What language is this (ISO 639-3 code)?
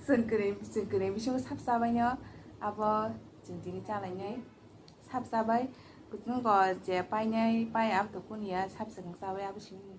trp